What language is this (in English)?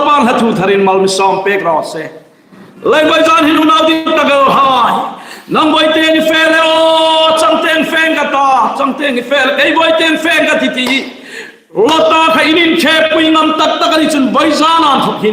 Hmar